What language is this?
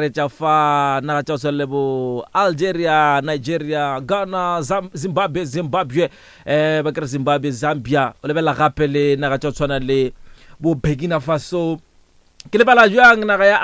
Northern Sotho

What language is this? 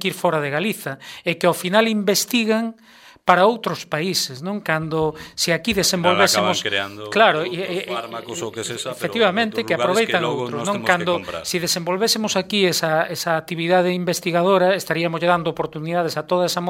Galician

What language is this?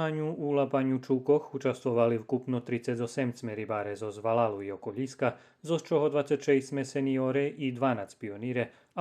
Rusyn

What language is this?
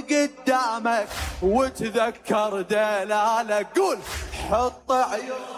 Mesopotamian Arabic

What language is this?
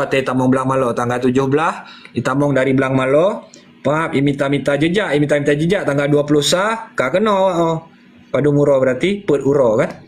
Achinese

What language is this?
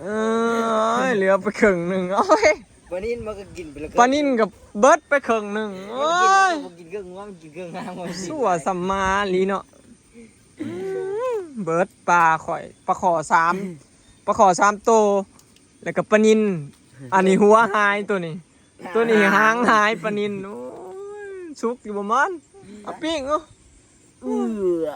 Northeastern Thai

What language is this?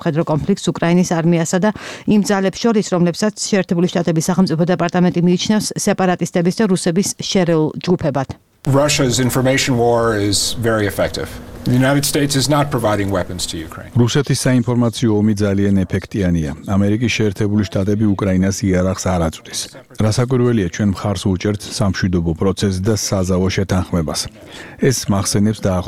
Georgian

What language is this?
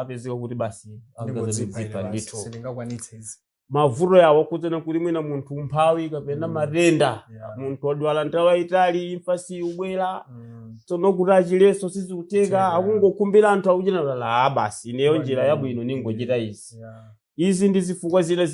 Nyanja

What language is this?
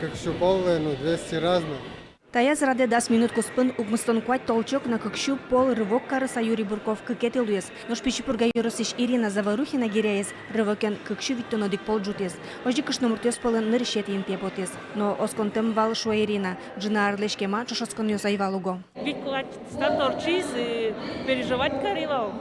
Udmurt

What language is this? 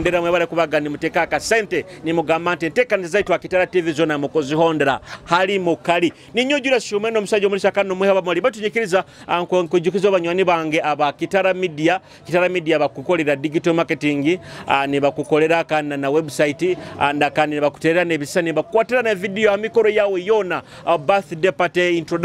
Nyoro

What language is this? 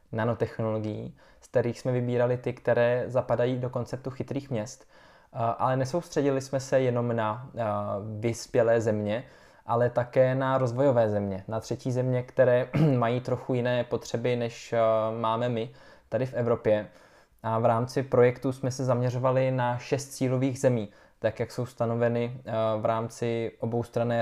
Czech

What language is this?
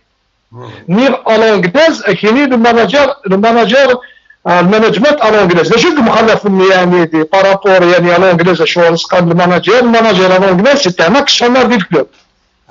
Kabyle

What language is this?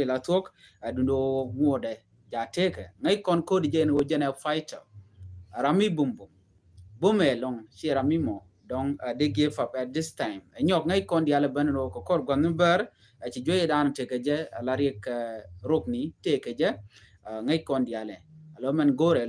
Nuer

